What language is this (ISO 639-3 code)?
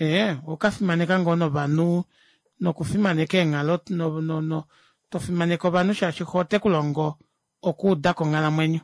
kua